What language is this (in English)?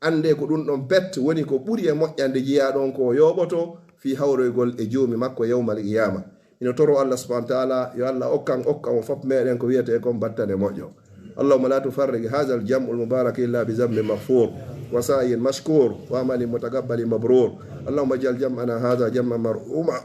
Pular